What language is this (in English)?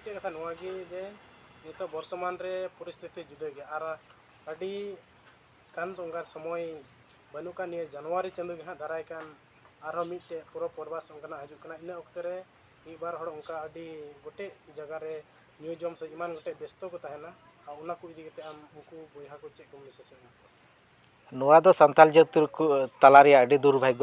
Santali